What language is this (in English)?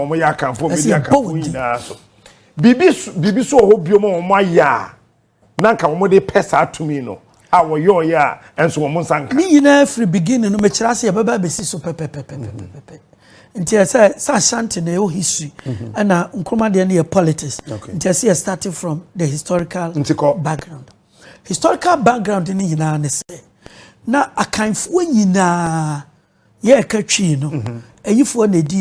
Akan